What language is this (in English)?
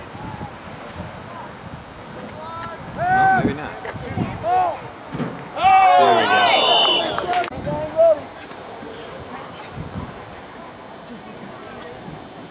English